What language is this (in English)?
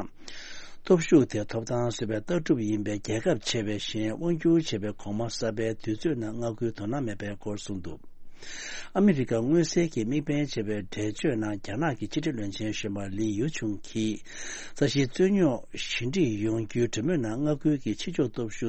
Tibetan